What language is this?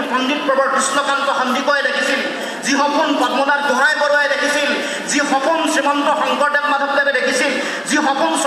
Assamese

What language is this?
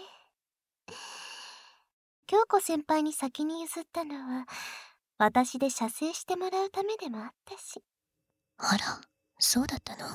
Japanese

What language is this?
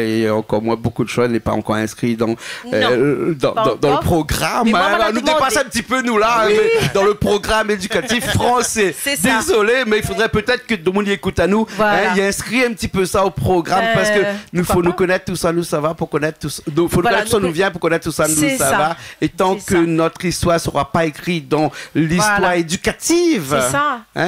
Réunion Creole French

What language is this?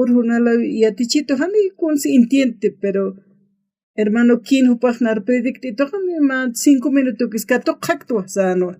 Aymara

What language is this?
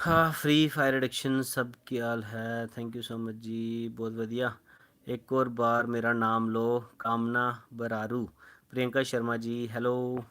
Dogri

